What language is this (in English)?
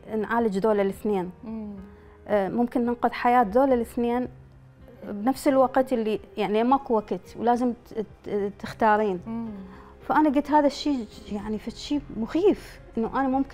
Mesopotamian Arabic